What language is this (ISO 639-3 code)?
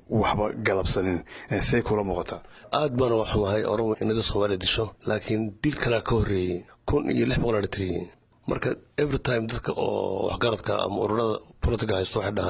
som